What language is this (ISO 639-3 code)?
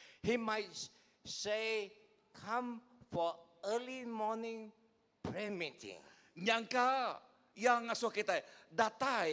iba